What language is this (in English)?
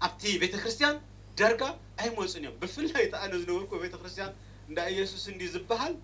Tigrinya